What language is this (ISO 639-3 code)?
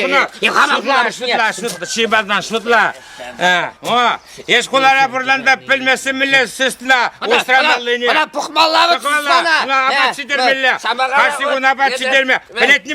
chv